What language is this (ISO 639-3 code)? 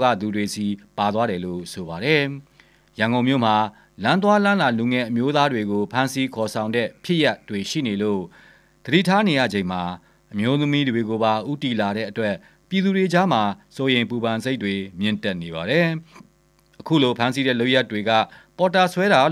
mya